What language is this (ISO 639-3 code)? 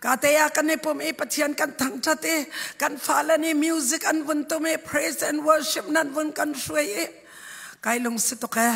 cnh